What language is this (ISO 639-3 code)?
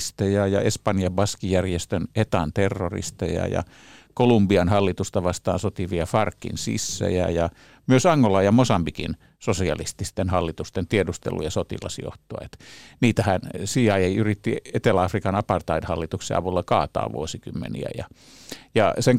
fin